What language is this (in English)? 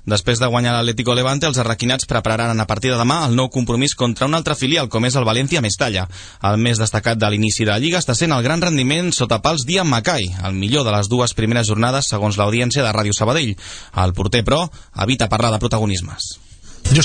Catalan